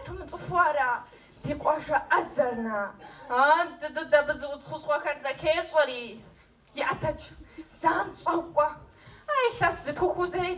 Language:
Kabardian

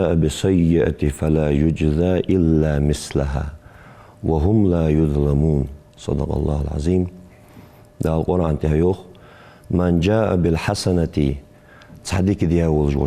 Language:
Ingush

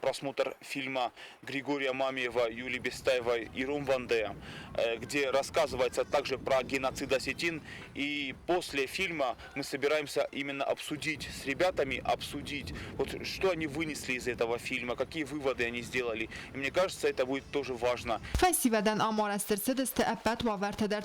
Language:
Ossetic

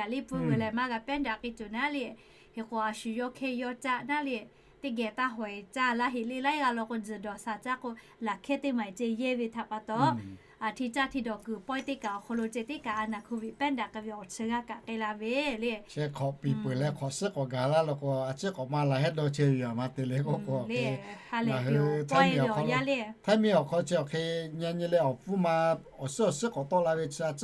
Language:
Lahu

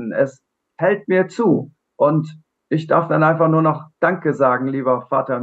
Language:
Swiss German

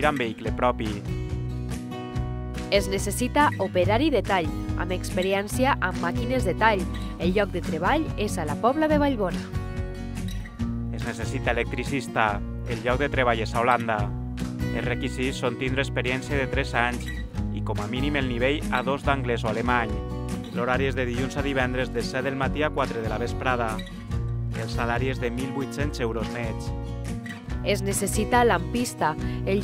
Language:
Catalan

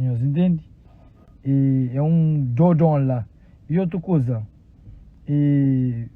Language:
Kabuverdianu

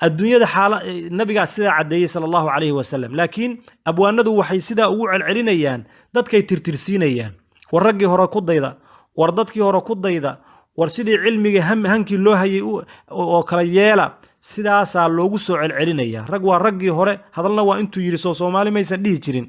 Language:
Somali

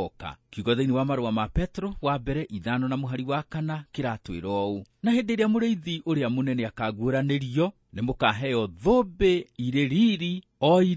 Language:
Kikuyu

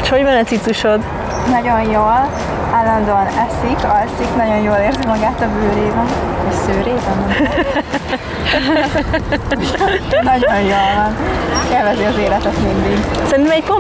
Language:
Hungarian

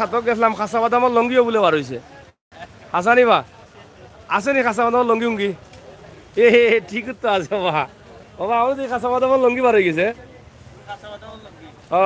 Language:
Sylheti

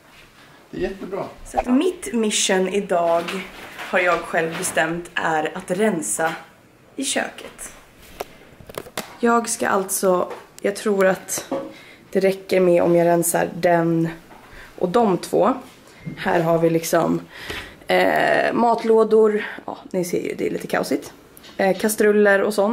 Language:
Swedish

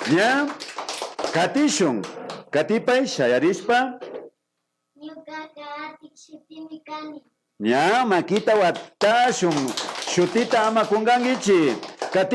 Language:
Imbabura Highland Quichua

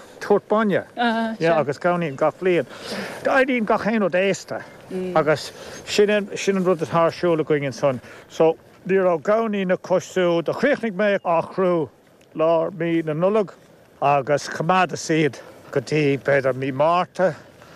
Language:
Irish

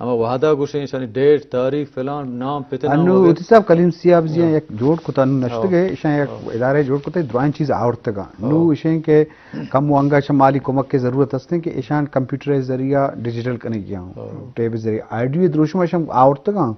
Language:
Eastern Balochi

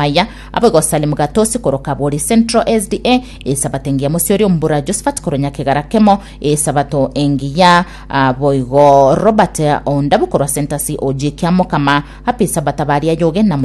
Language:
Gusii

